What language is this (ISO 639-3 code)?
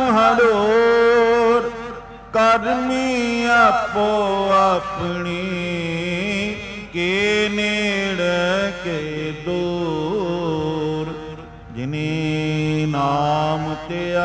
pan